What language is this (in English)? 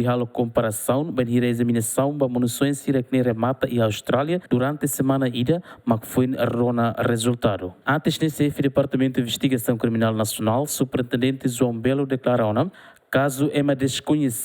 Tetum